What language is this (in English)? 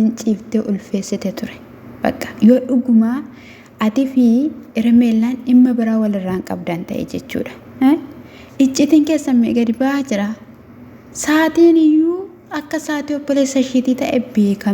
Oromo